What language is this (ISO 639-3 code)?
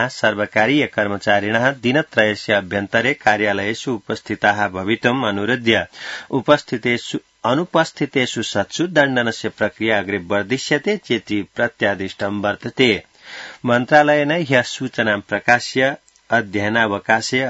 san